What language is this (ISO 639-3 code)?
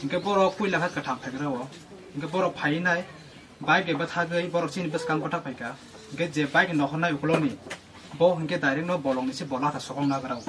trp